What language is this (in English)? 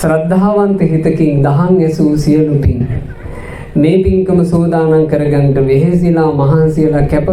Sinhala